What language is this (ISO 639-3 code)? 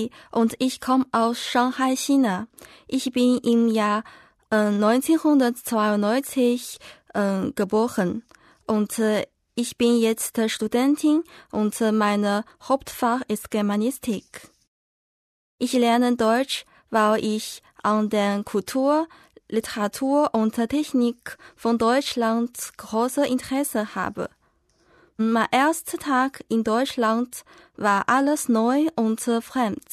deu